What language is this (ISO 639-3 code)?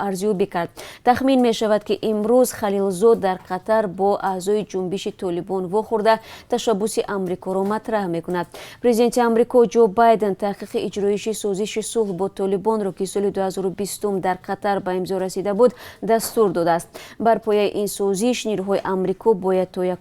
tgk